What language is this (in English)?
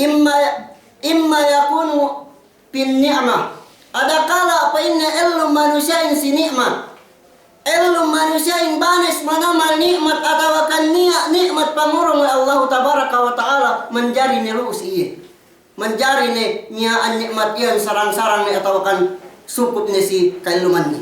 Yakan